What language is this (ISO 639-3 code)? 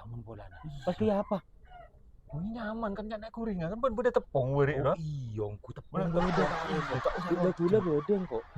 mad